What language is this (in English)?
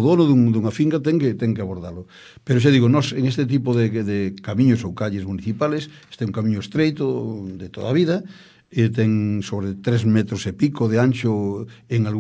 Galician